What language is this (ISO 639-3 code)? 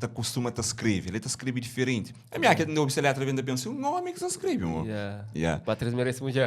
kea